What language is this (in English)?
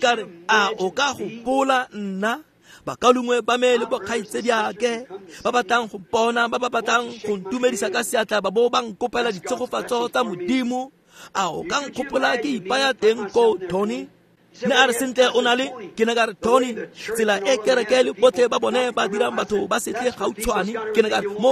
Tswana